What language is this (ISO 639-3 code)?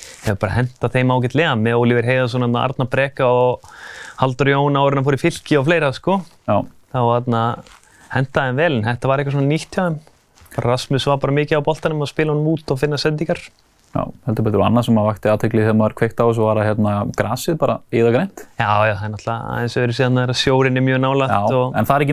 isl